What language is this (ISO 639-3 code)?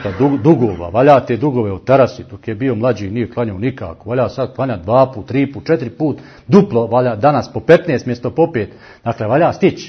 bos